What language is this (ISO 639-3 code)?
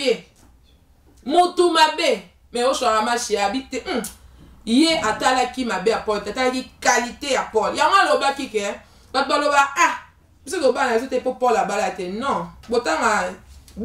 lin